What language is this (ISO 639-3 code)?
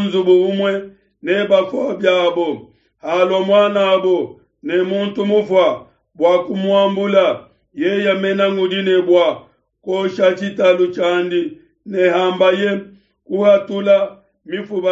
lua